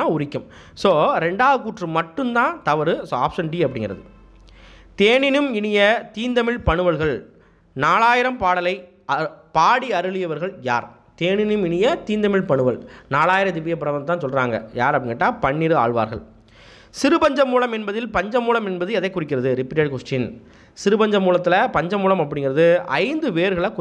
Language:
Tamil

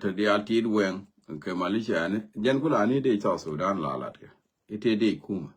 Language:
Nuer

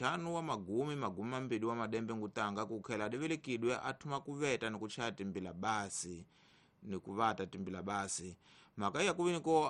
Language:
Tsonga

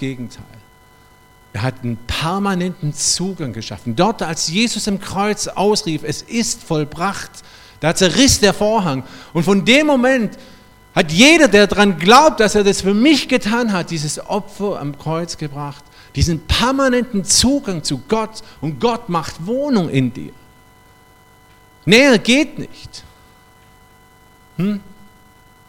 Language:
German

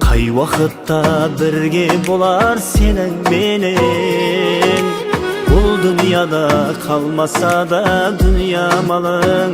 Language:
Kara-Kalpak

